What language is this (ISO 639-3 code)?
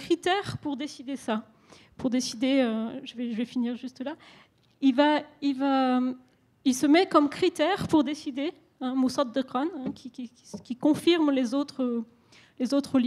fra